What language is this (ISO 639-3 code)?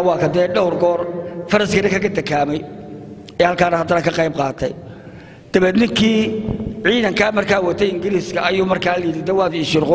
som